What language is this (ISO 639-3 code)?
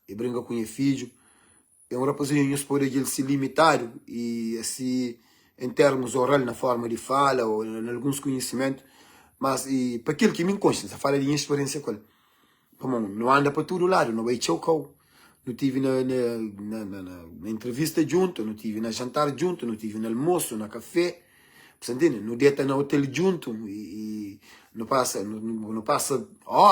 kea